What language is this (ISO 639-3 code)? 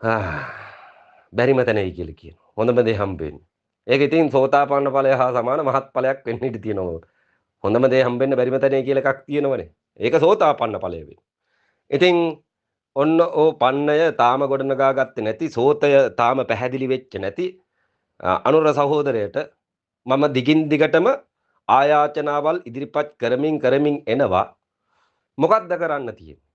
sin